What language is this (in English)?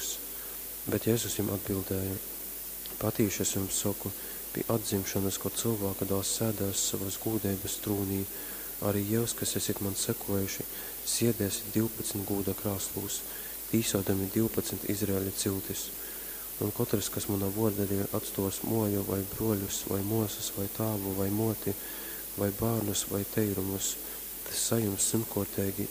Latgalian